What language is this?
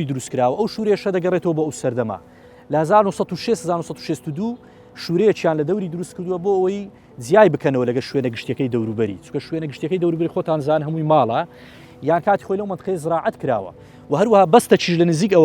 Central Kurdish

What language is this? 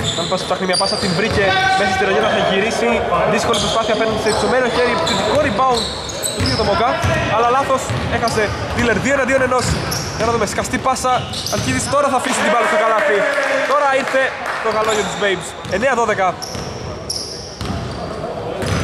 Greek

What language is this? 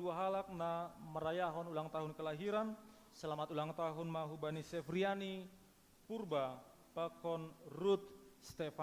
Batak Simalungun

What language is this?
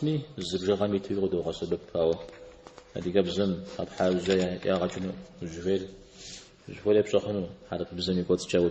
Kabardian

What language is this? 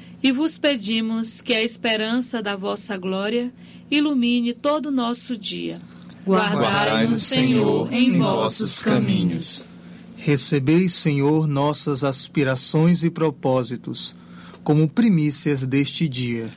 Portuguese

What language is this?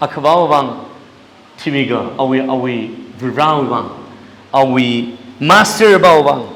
Tangkhul Naga (India)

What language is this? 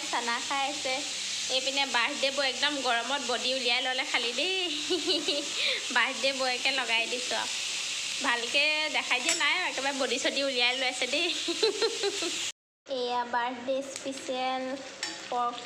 Assamese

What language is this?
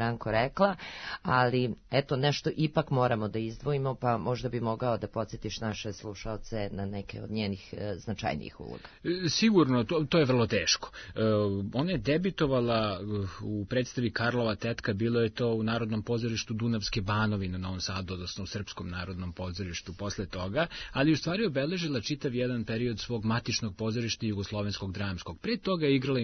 Serbian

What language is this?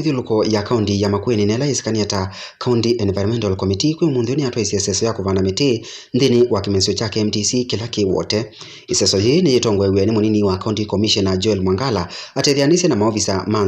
Kamba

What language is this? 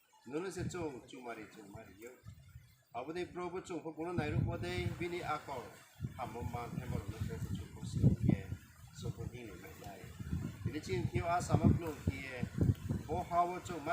Riang (India)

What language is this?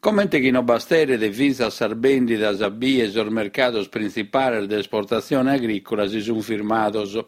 Sardinian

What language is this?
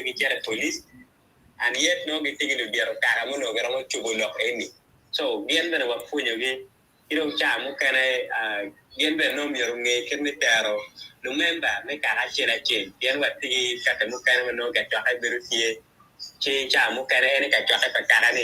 Acoli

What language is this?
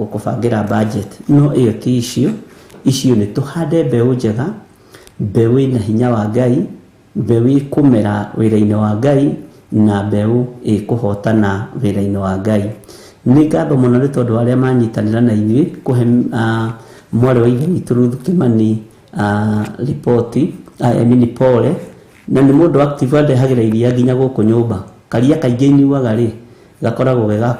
Kikuyu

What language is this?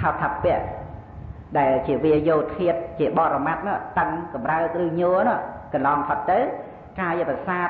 Khmer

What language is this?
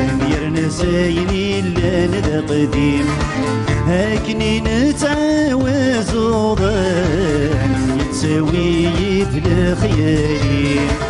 Kabyle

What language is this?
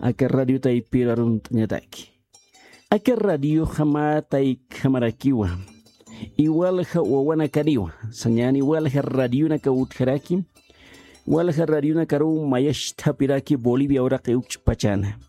Aymara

